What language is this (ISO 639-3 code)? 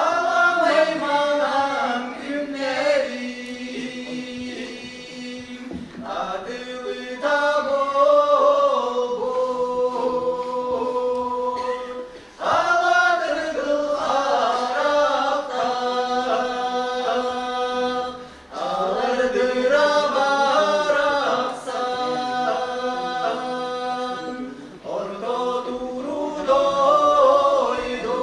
sah